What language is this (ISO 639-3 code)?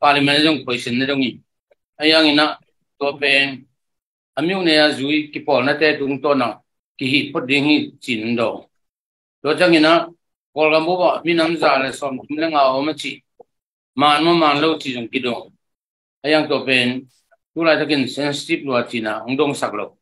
ctd